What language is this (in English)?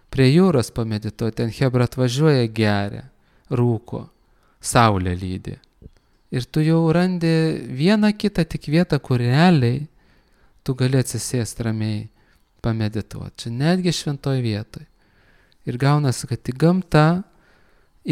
Lithuanian